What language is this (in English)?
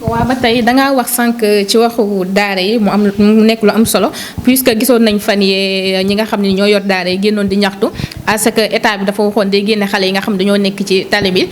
Wolof